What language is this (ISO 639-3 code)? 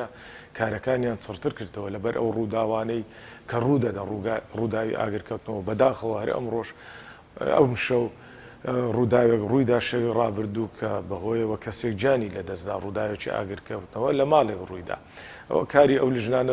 ckb